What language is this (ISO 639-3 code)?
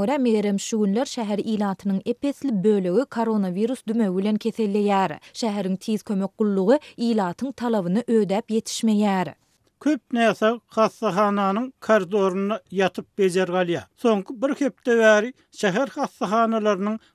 tuk